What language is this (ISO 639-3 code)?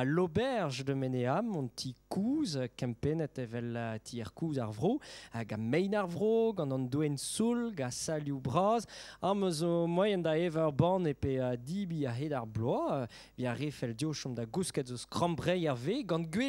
bre